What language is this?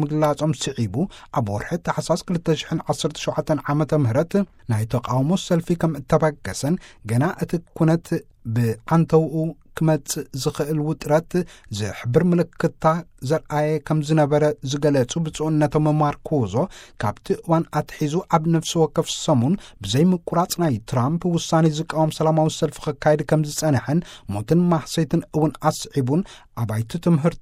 Tigrinya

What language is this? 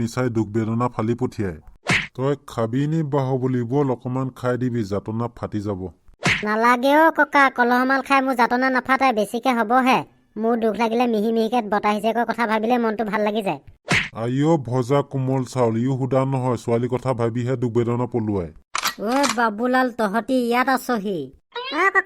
Assamese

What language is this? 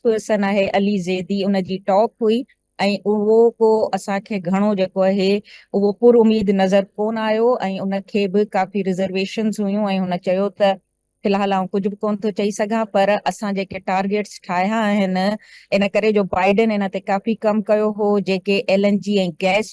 Sindhi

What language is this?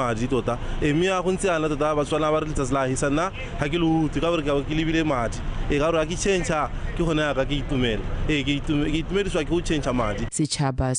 Tswana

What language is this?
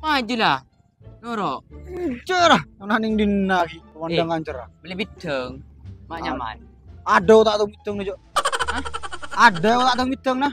Madurese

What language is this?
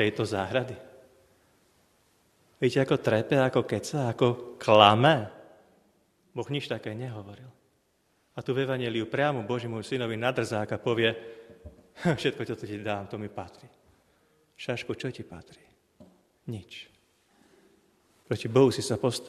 Slovak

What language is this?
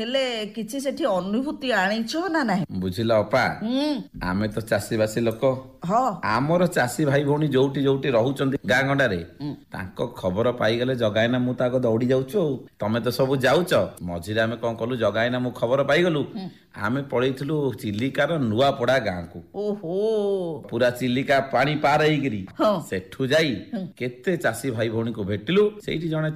Odia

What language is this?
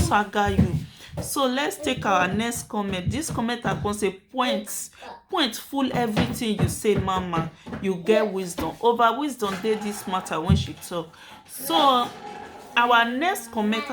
Nigerian Pidgin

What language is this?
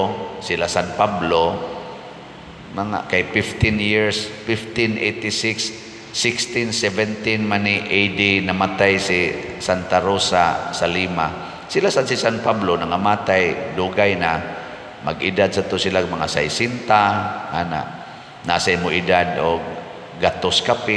Cebuano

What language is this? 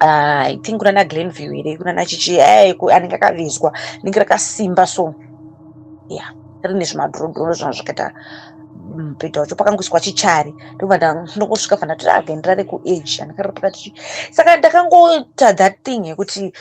Shona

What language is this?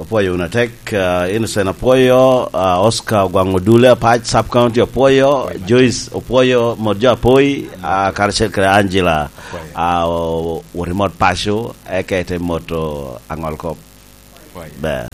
Lango (Uganda)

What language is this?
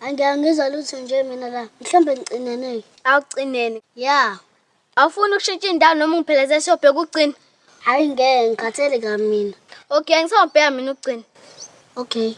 Zulu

